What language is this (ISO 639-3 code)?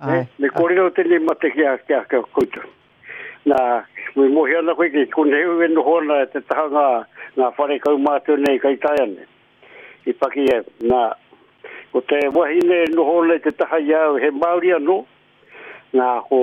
mri